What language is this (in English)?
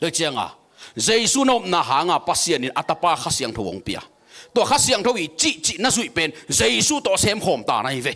Tedim Chin